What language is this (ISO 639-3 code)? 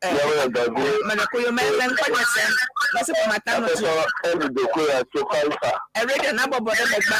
ewe